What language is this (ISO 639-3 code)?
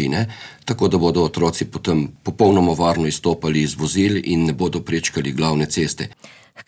slv